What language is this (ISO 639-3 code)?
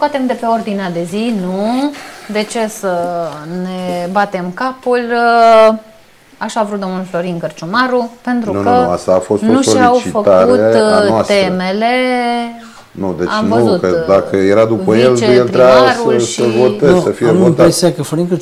ron